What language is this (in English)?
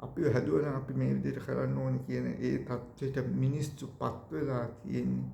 Sinhala